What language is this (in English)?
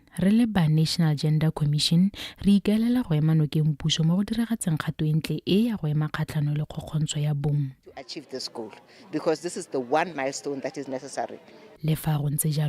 Tswana